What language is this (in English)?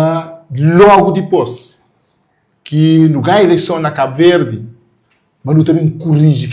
Kabuverdianu